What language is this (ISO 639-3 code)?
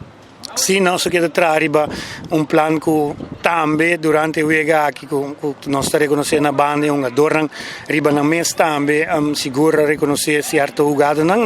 pap